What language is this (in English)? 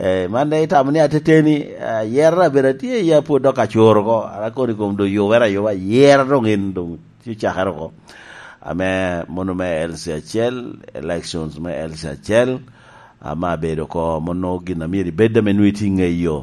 Lango (Uganda)